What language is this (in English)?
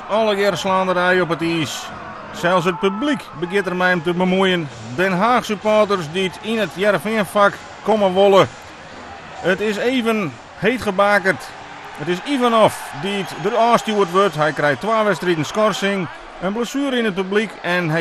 Western Frisian